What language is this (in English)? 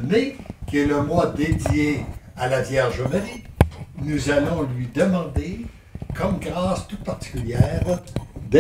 French